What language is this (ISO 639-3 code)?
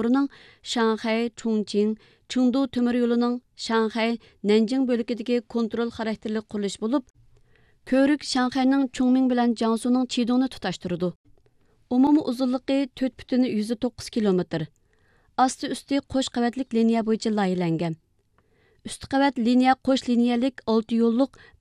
uig